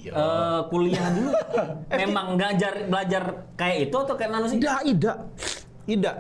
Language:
Musi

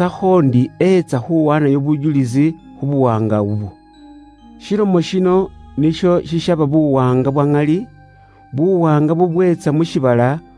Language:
Luyia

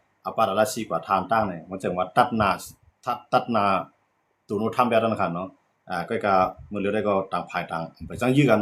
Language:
Shan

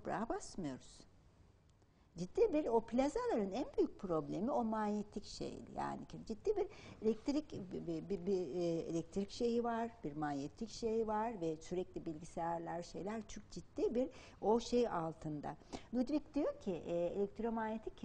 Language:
Turkish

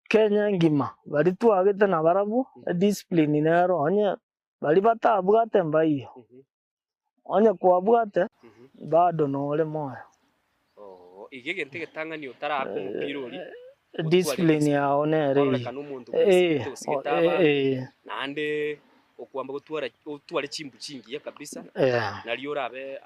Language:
Gusii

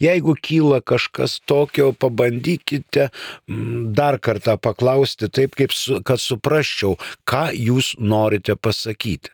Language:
Lithuanian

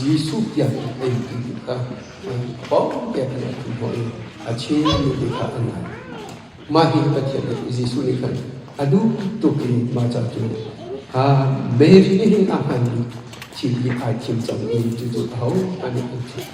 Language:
Hakha Chin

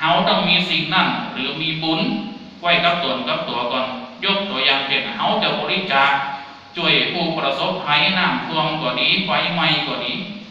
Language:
Thai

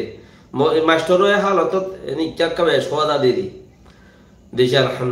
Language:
Rohingya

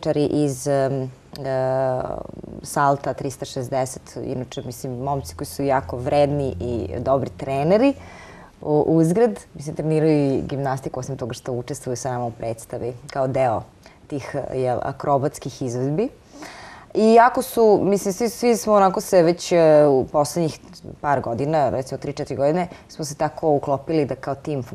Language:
Serbian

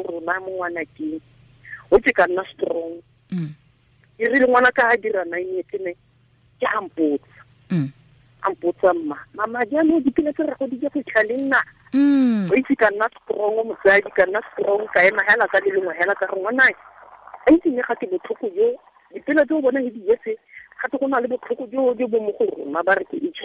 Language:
Tswana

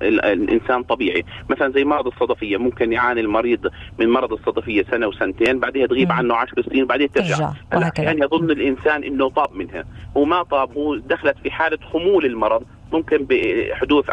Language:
North Levantine Arabic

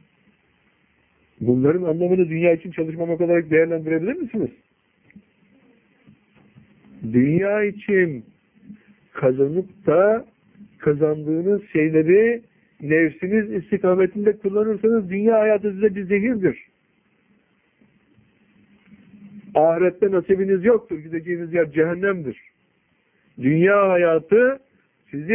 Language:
Turkish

